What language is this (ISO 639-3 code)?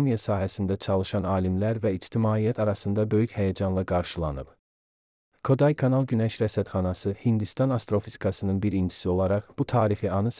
aze